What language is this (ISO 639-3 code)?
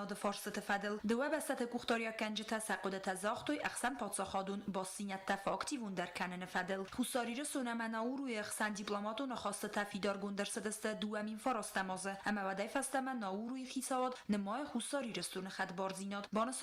oss